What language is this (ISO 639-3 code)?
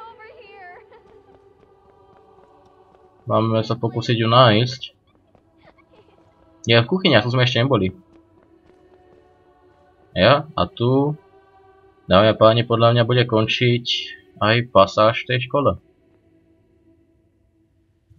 slk